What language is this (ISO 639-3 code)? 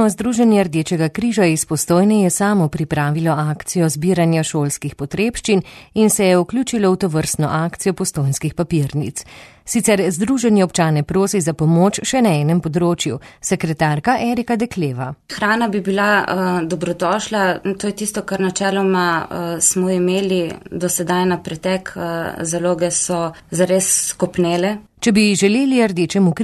slv